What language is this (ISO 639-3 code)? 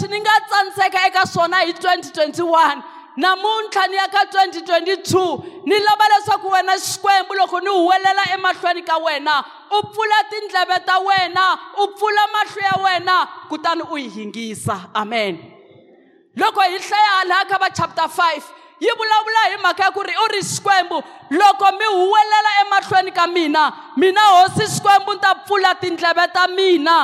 tso